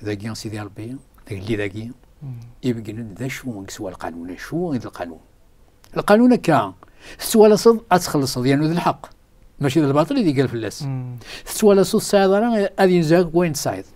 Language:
Kabyle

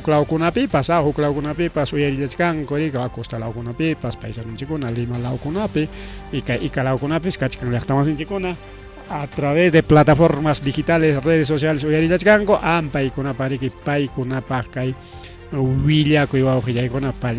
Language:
Ayacucho Quechua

